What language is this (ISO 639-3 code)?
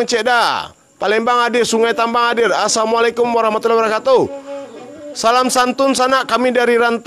min